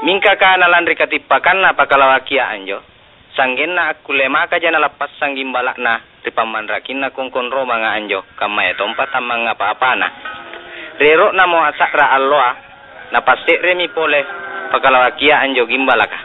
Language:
Makasar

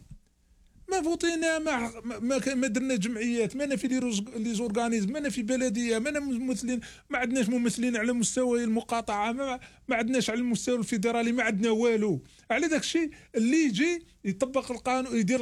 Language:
Algerian Arabic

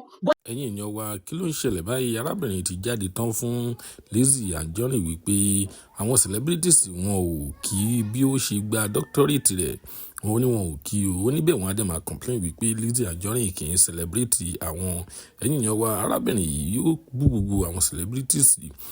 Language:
Yoruba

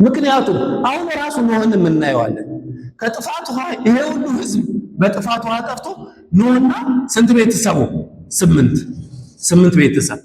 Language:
Amharic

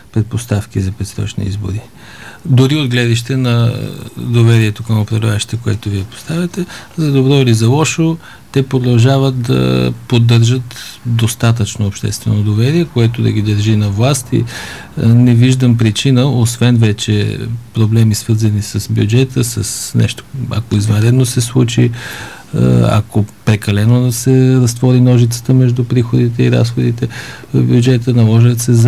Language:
Bulgarian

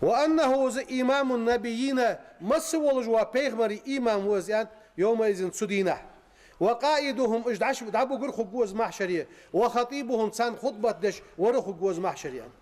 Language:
Ingush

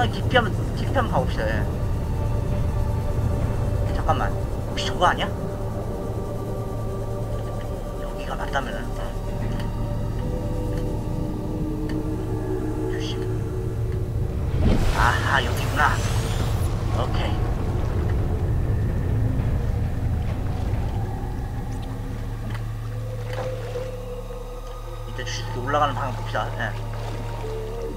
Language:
Korean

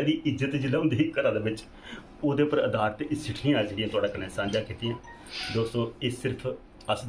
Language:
Dogri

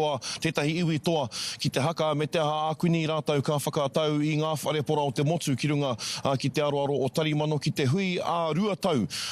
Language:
Māori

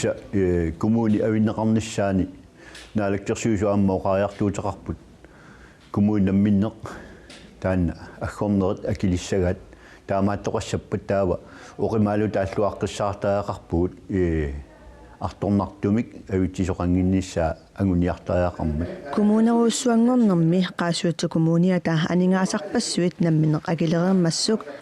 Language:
Kalaallisut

